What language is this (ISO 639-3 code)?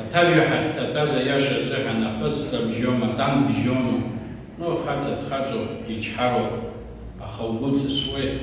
abk